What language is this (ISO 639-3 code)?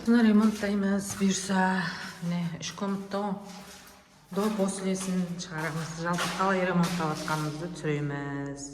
kaz